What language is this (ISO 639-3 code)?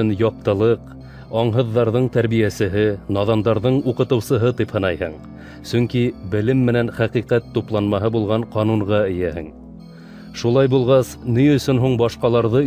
bak